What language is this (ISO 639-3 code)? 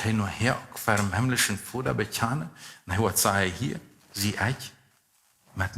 pdt